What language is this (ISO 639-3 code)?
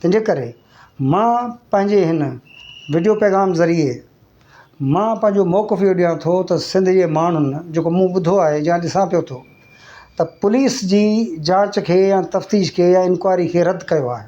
snd